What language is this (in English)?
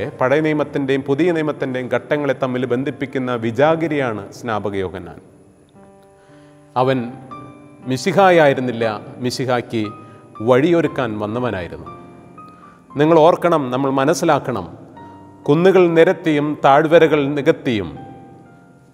Malayalam